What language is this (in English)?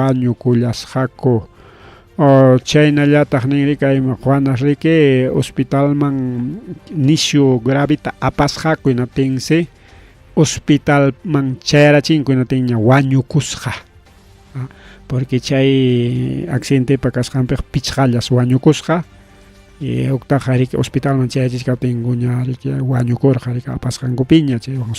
Ayacucho Quechua